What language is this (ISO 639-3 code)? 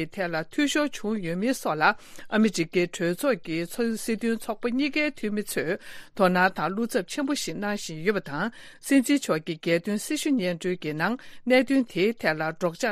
bod